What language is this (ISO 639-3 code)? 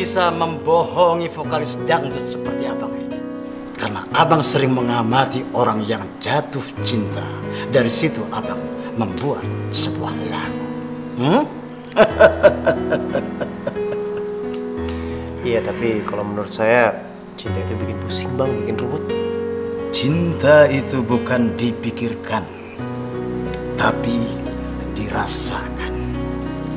ind